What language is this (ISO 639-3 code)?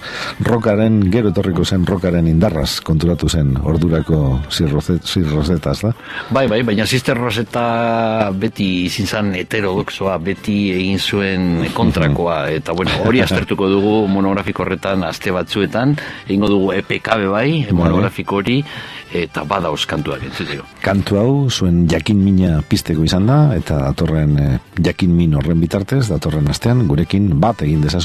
eus